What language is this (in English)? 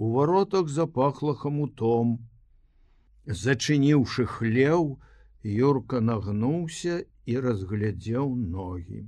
Belarusian